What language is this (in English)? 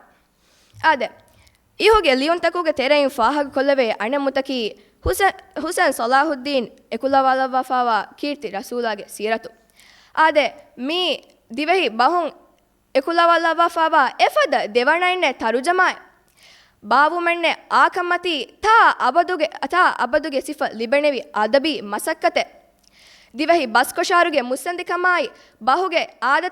Divehi